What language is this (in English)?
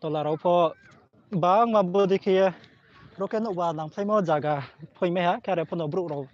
Riang (India)